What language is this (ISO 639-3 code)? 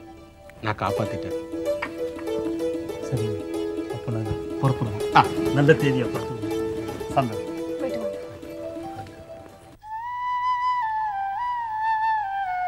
tam